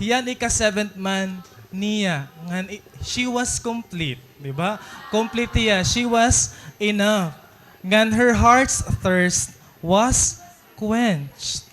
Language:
Waray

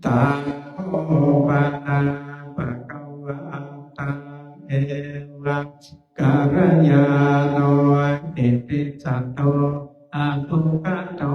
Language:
Pali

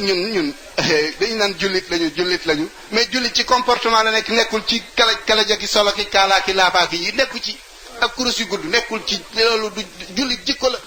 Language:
Wolof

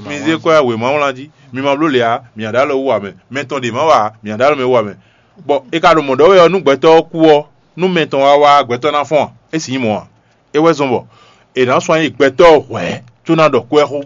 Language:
Fon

